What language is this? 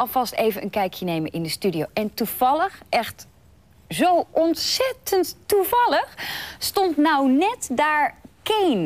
Dutch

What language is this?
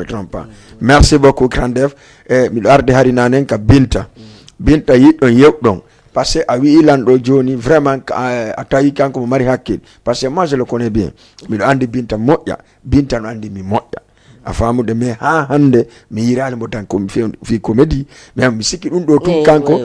Fula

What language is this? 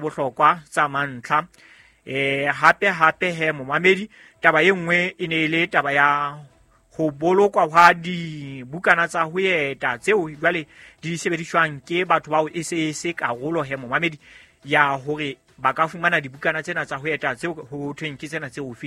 Southern Sotho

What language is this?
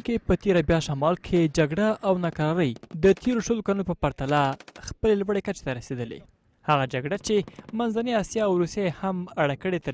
Pashto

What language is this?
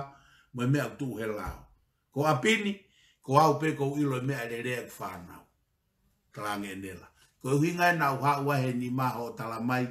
Tongan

